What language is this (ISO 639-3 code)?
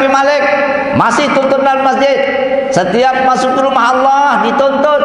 sas